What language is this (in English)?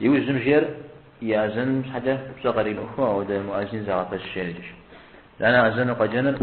Kabardian